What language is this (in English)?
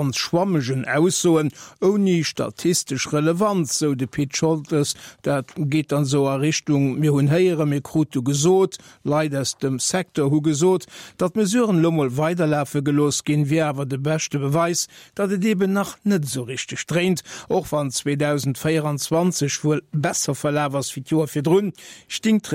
Luxembourgish